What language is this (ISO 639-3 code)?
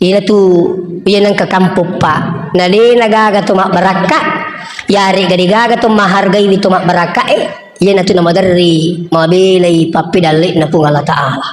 bug